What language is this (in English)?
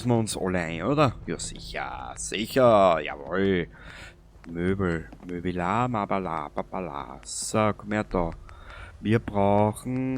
Bavarian